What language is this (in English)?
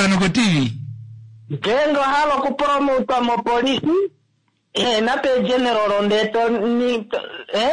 Kuanyama